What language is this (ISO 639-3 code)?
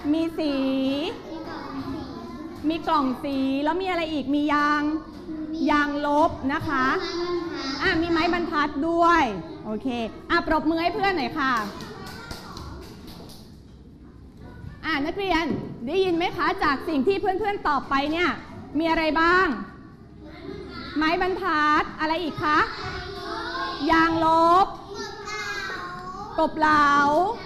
tha